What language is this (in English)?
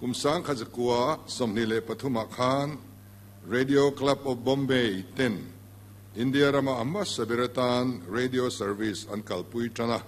Mizo